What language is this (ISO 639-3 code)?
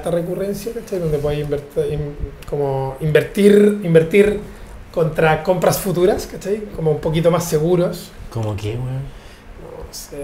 spa